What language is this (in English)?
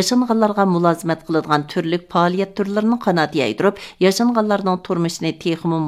Uyghur